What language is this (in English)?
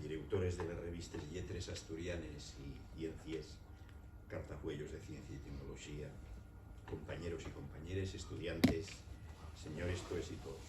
Asturian